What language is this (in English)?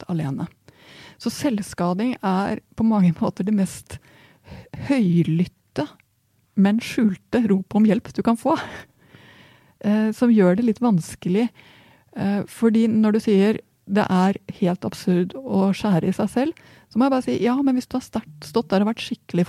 Norwegian